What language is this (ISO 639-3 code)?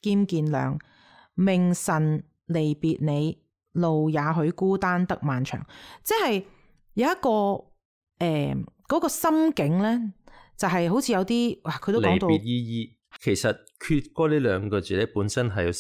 yue